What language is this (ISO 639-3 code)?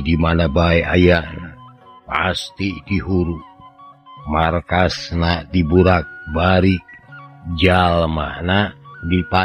sun